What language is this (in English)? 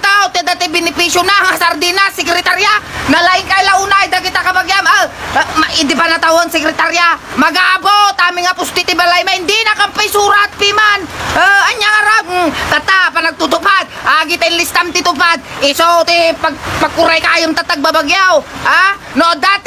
Iloko